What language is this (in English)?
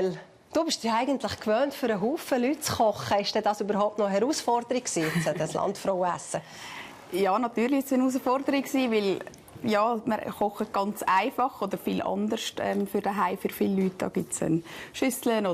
Swiss German